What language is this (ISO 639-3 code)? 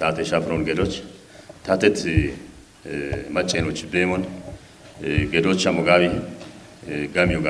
kbr